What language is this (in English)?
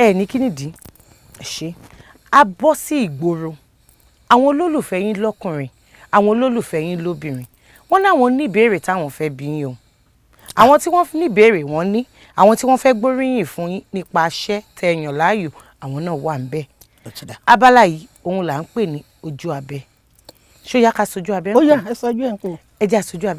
Yoruba